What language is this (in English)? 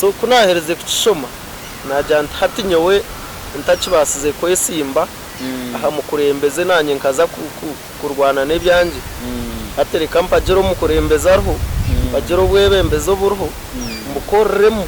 Nyankole